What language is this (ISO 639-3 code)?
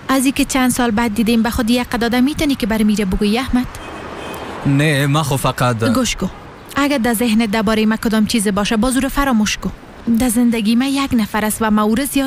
fas